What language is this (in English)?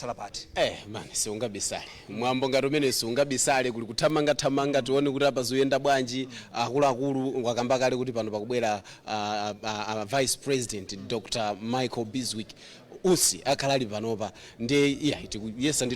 Nyanja